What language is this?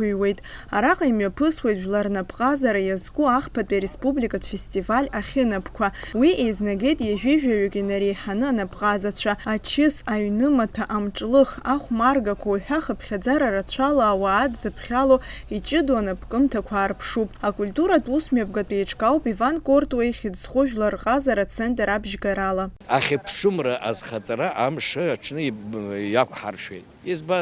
Abkhazian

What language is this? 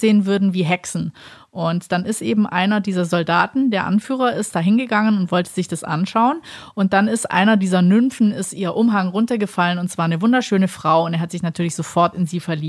German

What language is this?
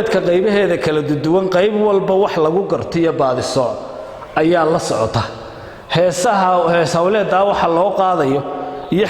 Somali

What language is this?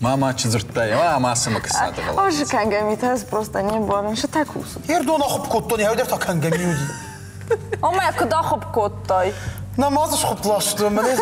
Ossetic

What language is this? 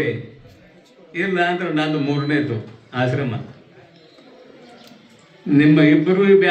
Kannada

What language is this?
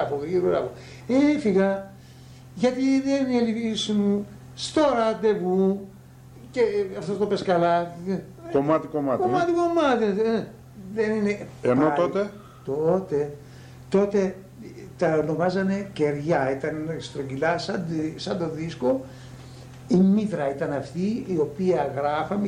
Greek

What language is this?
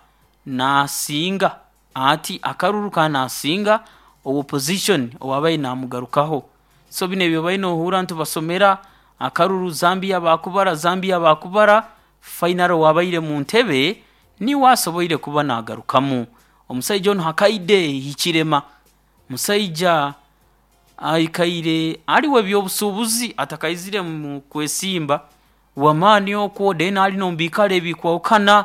Nyoro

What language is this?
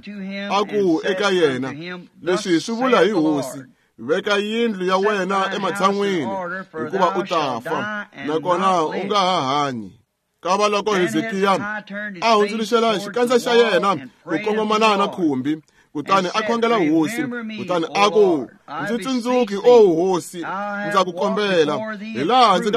Tsonga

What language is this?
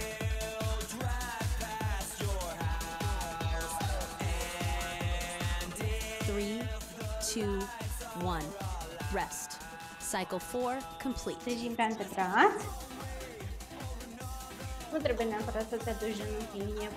Romanian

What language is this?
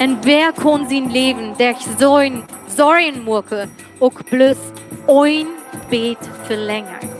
Plautdietsch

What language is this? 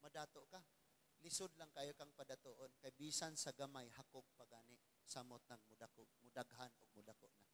Cebuano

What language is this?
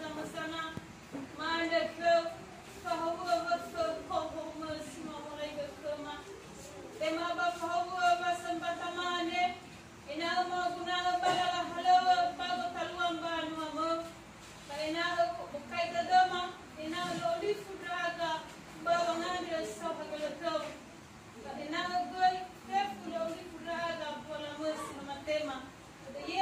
Nias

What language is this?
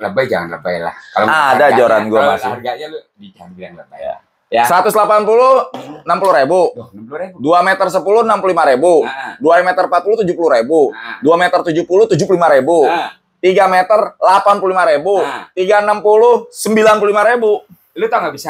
Indonesian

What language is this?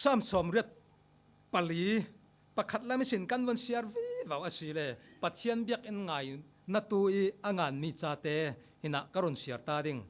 Falam Chin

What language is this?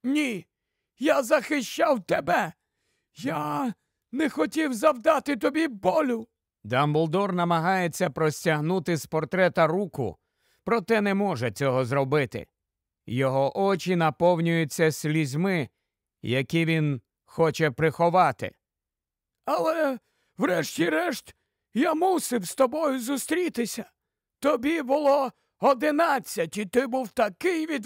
Ukrainian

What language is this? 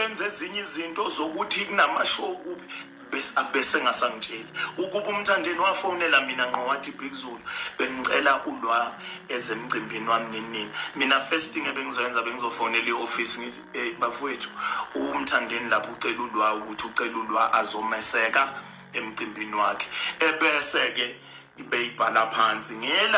Zulu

